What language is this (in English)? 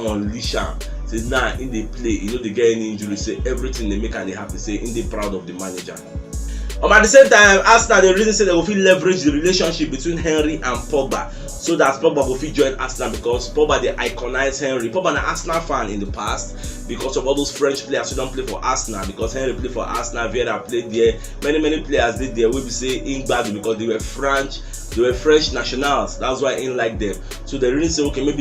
Nigerian Pidgin